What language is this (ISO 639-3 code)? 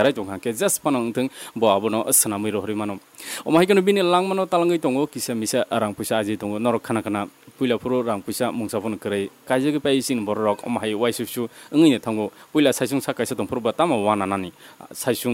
trp